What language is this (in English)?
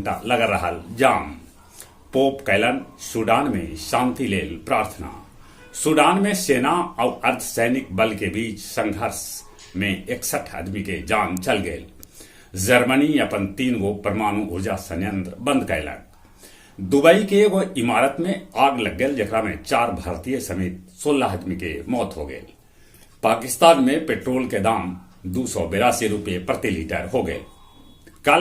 Magahi